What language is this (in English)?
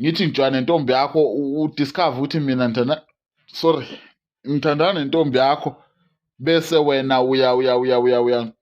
Zulu